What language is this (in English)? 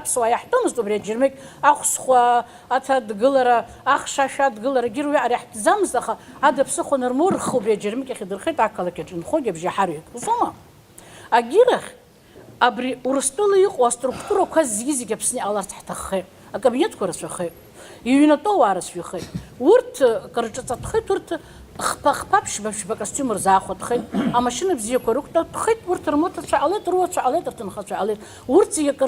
Abkhazian